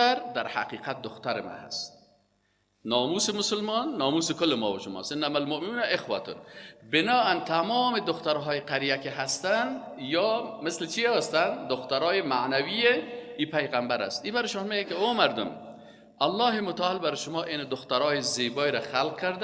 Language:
Persian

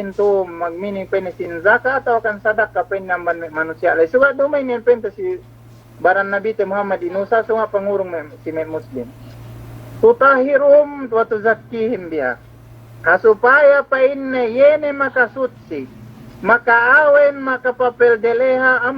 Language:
Yakan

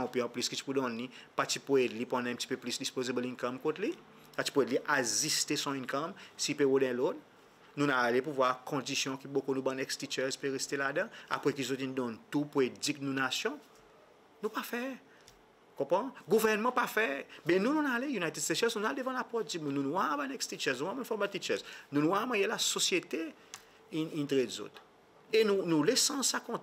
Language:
Seselwa Creole French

